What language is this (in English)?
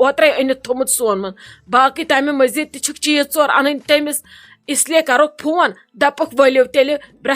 Kashmiri